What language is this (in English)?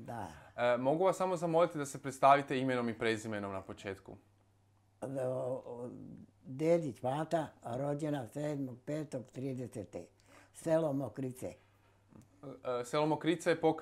Bosnian